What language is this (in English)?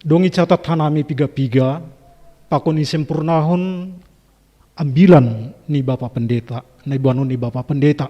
Batak Simalungun